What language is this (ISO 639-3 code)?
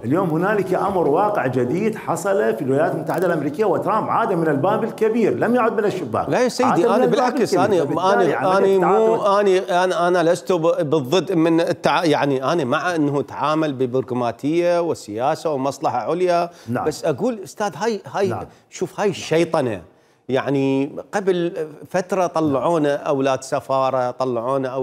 acm